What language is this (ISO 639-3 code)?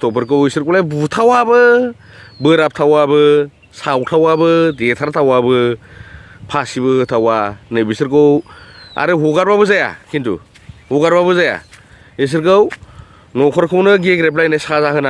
brx